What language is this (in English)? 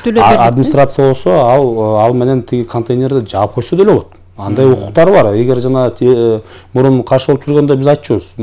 Kyrgyz